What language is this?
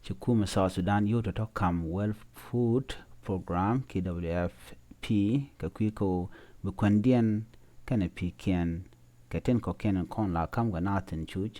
Nuer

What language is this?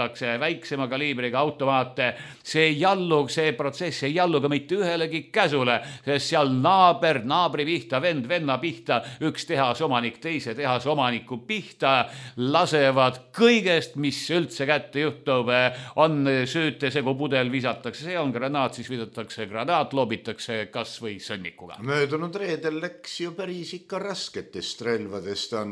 Estonian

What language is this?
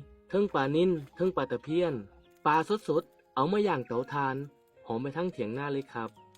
Northeastern Thai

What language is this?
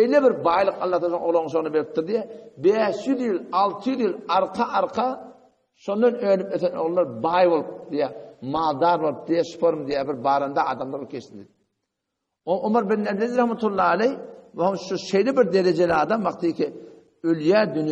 Turkmen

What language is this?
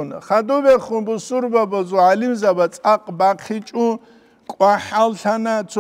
Avaric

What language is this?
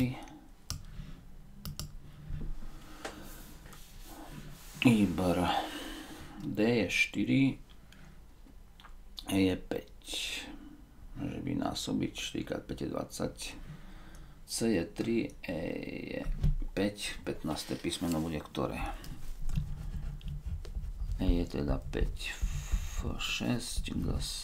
Slovak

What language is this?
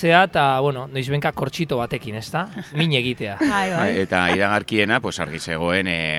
Basque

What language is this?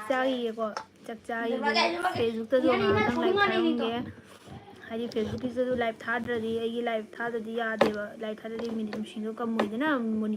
Manipuri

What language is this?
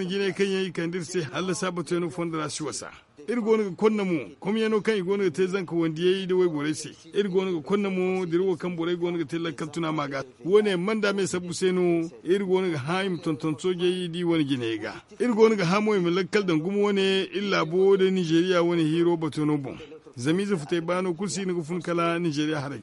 Zarma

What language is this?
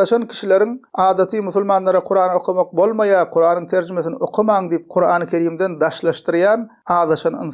Turkmen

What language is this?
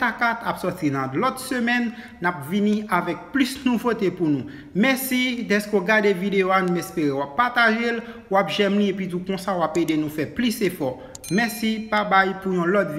Haitian Creole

